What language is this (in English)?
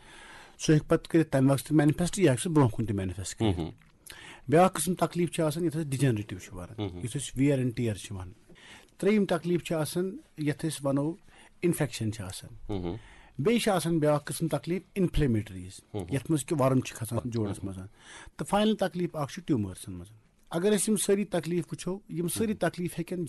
Kashmiri